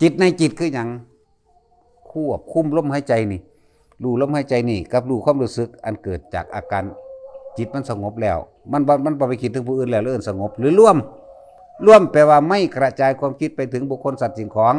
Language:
Northeastern Thai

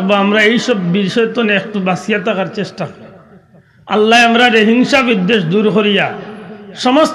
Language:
Sylheti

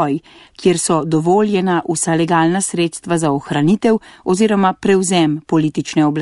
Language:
Slovenian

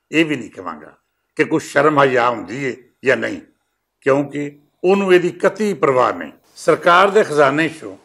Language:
Western Panjabi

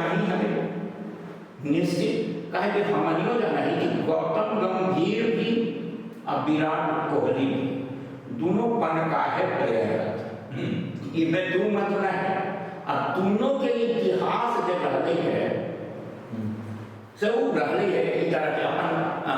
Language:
Magahi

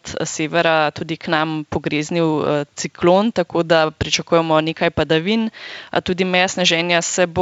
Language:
Slovenian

